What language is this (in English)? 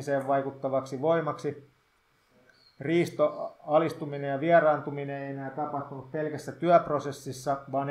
Finnish